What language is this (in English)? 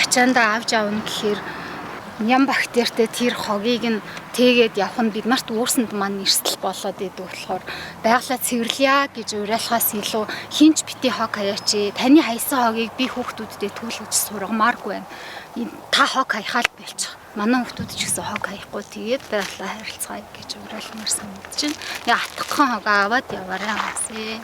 Mongolian